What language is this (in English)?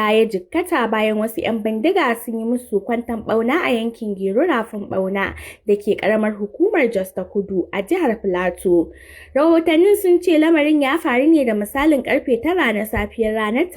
Hausa